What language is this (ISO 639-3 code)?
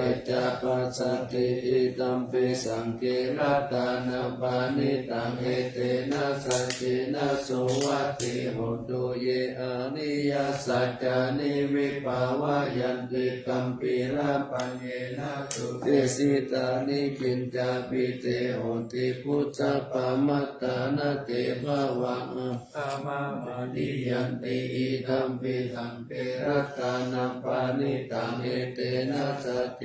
pli